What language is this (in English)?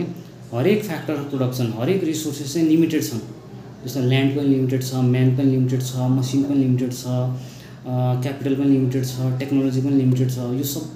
Nepali